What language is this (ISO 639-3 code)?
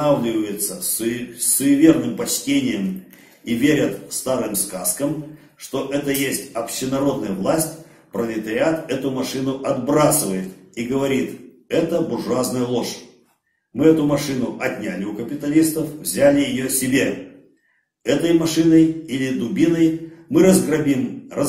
rus